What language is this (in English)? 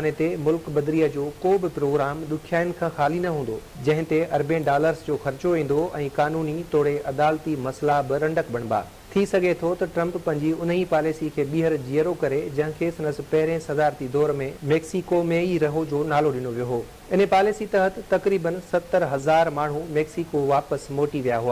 Sindhi